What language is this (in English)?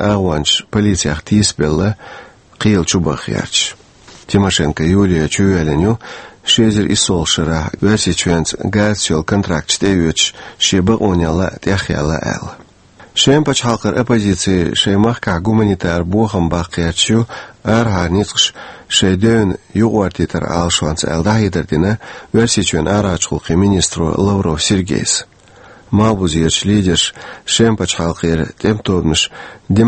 Chechen